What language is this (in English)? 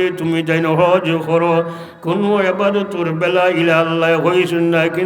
Sylheti